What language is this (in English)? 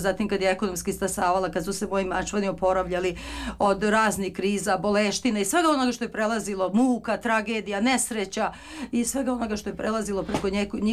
Serbian